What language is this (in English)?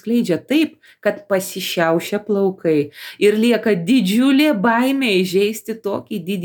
Lithuanian